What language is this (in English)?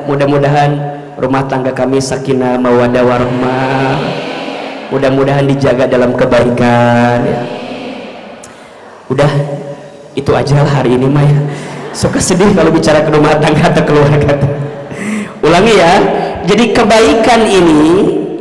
Indonesian